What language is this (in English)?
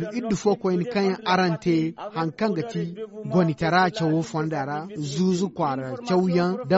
Zarma